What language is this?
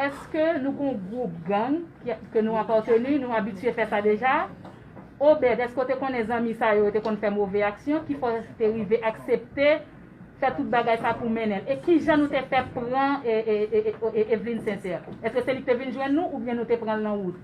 Haitian Creole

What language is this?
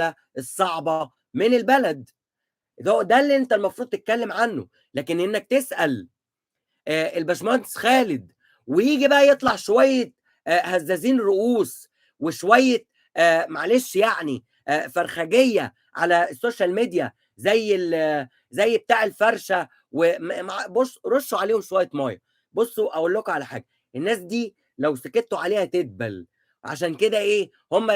Egyptian Arabic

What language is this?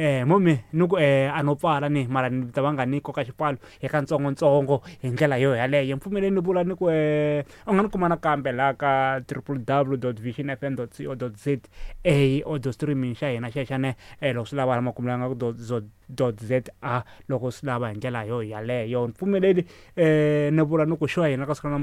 Tsonga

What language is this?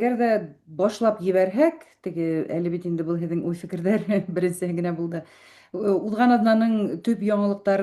Bashkir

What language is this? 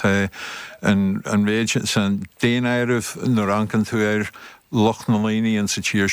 Irish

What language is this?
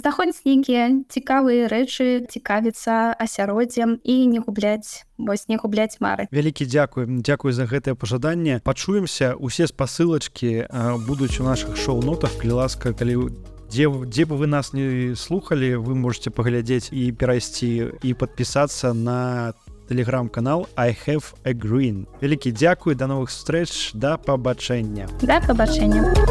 Belarusian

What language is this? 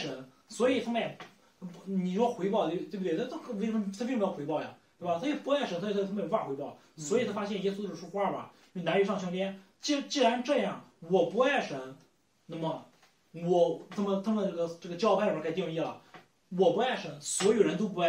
Chinese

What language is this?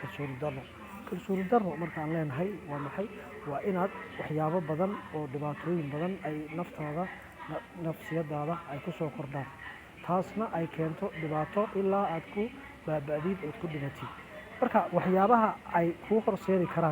Somali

